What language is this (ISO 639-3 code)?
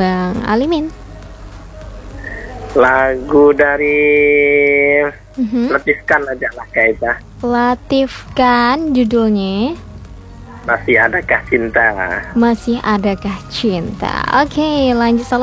ind